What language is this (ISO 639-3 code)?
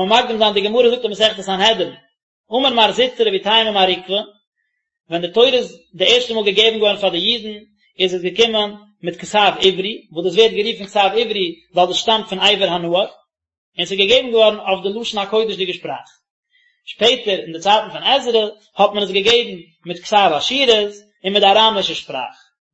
yid